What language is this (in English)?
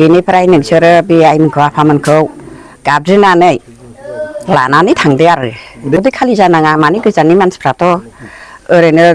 Bodo